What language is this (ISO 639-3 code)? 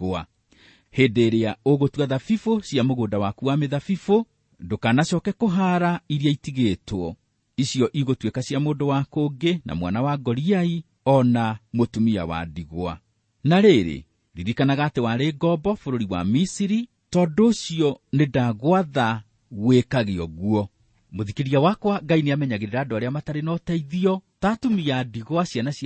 kik